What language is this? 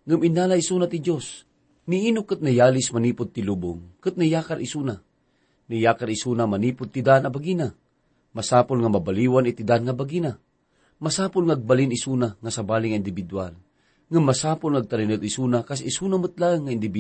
Iloko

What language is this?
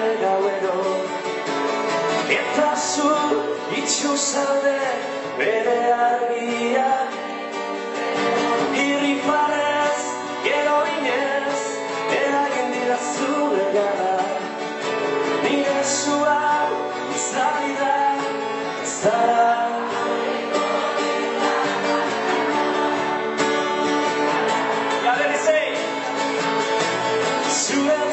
Basque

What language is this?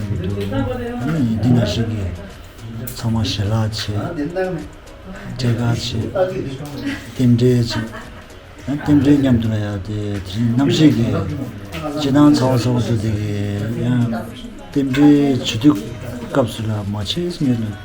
Tibetan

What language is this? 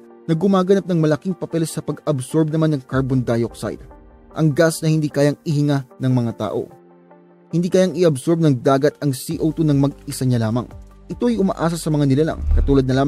Filipino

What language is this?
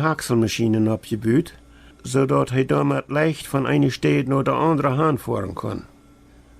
Plautdietsch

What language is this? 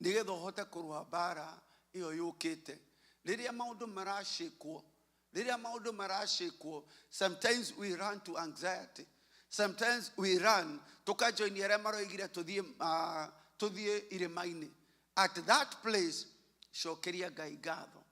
Kikuyu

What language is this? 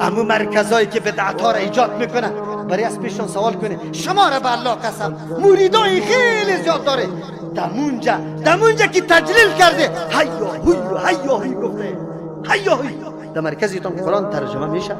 Persian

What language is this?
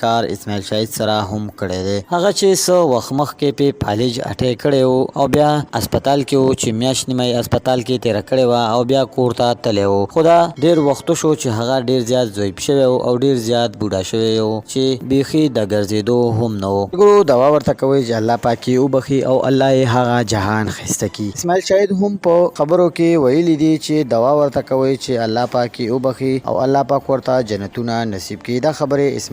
Pashto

